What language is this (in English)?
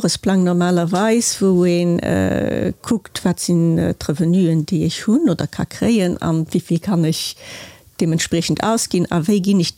Luxembourgish